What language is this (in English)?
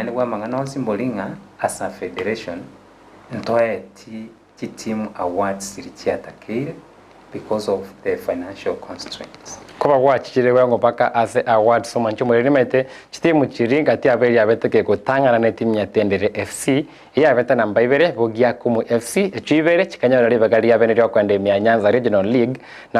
Gusii